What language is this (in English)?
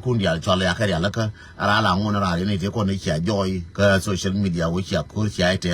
Nuer